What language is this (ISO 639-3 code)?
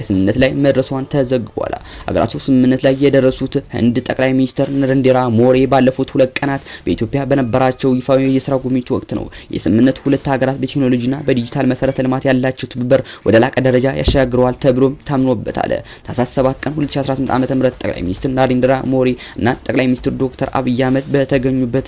amh